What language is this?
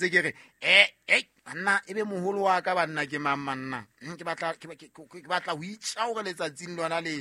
Southern Sotho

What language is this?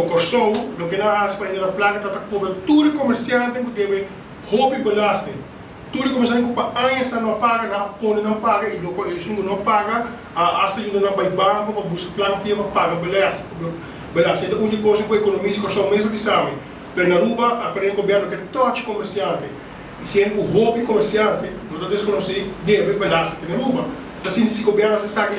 Papiamento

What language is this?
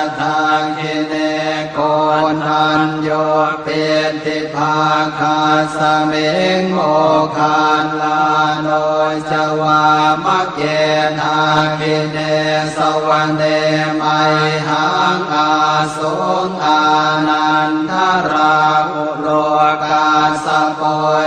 Pali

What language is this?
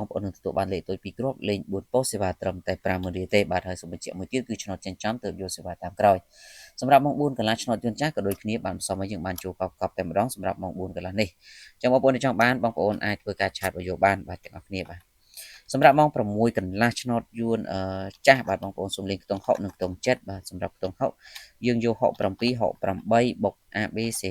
Khmer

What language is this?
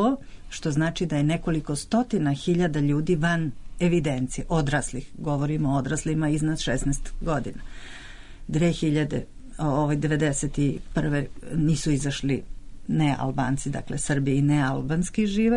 Serbian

